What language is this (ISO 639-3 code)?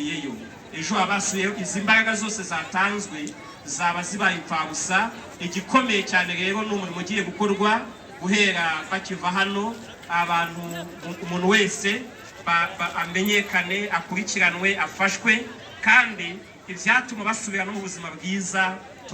kin